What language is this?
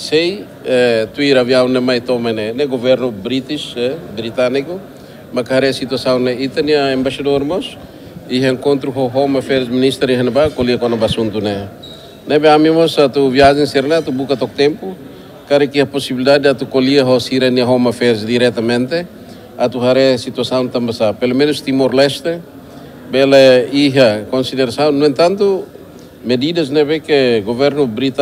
Tetum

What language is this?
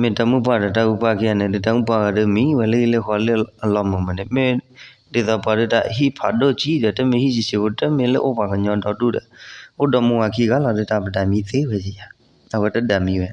S'gaw Karen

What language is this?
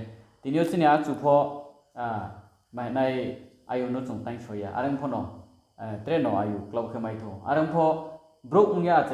Riang (India)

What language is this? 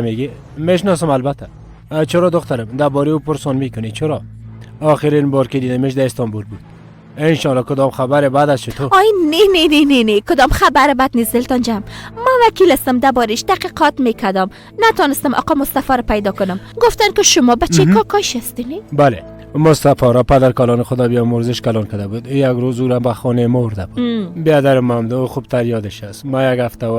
Persian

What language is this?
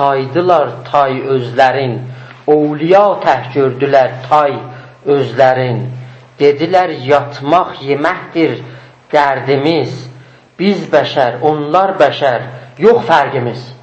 South Azerbaijani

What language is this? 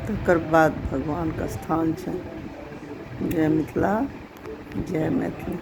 Maithili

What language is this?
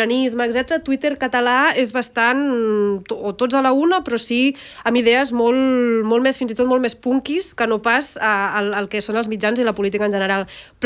Catalan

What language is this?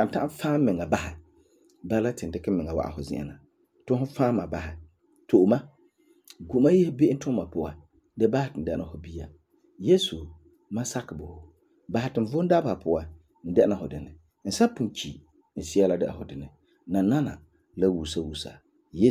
Frafra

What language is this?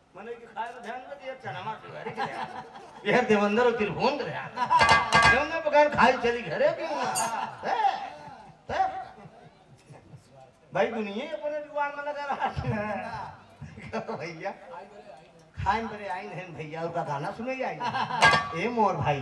Bhojpuri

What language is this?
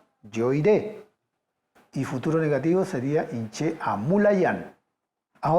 Mapuche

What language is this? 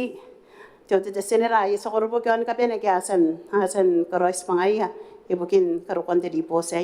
Gilbertese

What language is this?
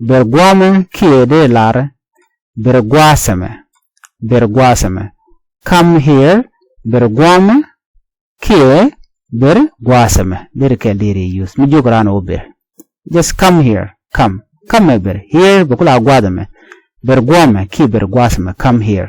Nuer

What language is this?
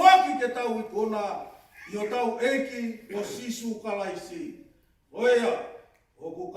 Tongan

